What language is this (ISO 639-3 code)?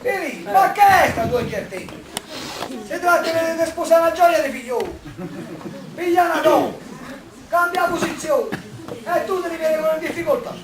nap